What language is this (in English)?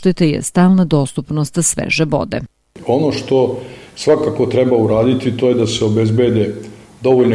Serbian